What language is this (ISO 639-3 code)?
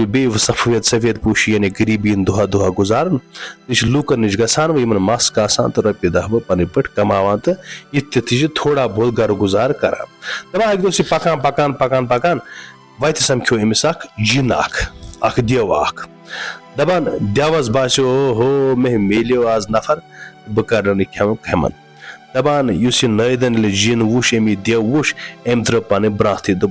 kas